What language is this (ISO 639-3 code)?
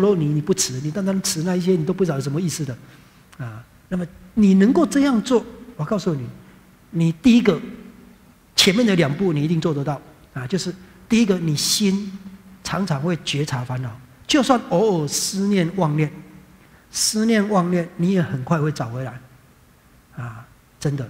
zho